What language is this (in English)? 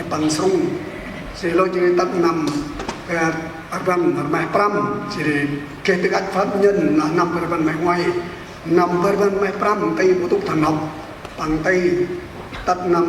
Central Mnong